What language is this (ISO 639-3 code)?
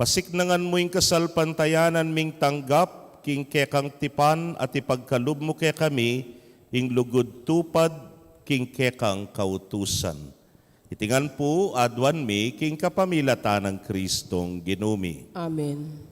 pam